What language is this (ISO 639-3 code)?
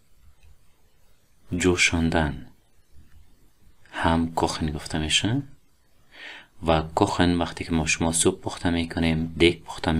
fas